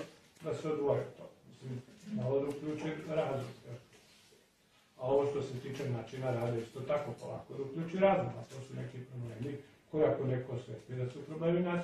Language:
Serbian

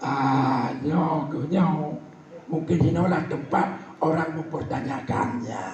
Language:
Achinese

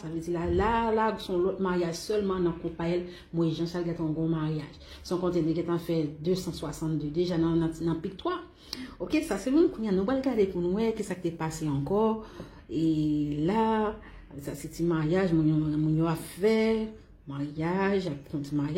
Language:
Haitian Creole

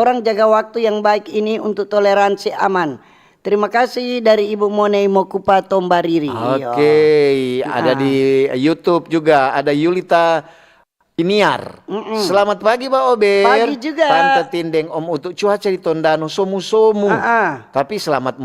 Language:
Manado Malay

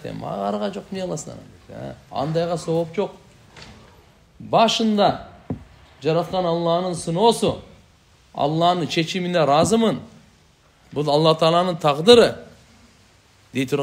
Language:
Kyrgyz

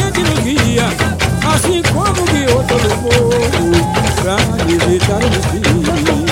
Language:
Portuguese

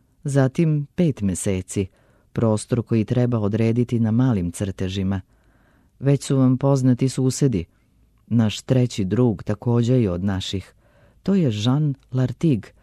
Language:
Serbian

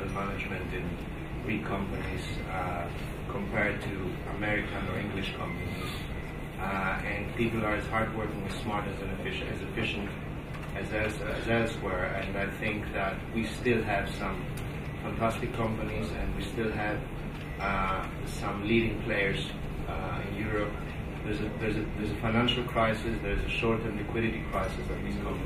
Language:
English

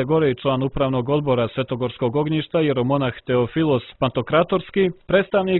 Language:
Serbian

